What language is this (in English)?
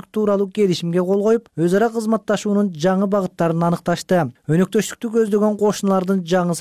Kyrgyz